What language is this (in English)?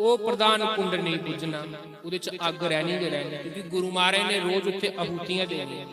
Dogri